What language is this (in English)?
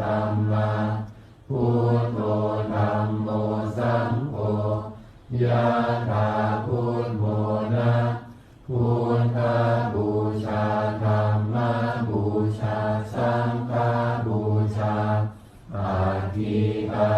Pali